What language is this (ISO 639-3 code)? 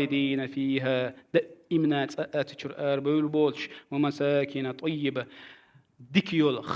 che